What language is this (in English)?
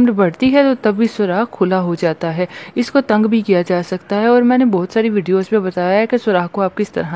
Urdu